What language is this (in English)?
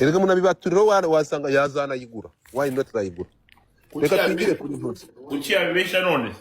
Kinyarwanda